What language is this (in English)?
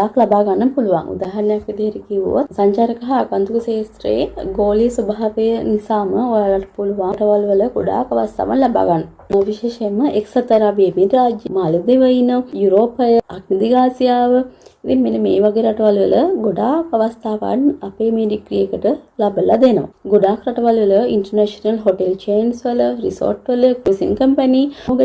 Sinhala